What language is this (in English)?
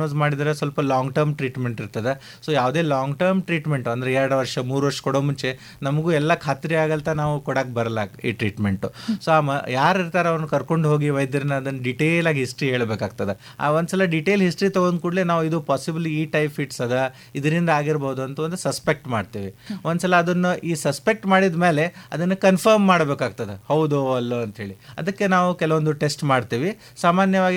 Kannada